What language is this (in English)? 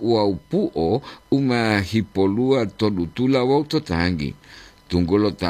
Gorontalo